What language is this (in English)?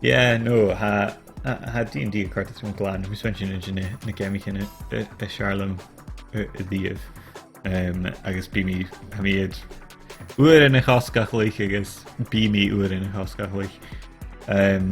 Scottish Gaelic